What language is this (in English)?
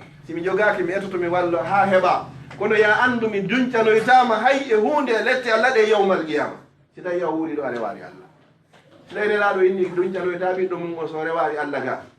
Fula